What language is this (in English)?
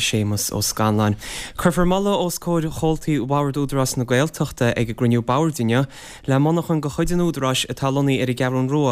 Irish